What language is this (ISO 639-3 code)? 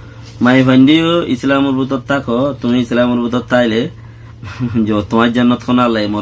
rhg